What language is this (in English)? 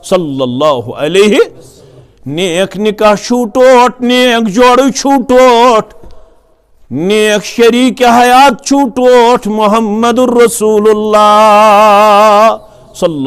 Kashmiri